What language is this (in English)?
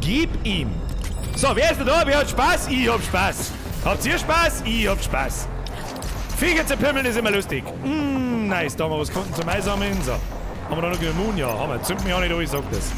Bavarian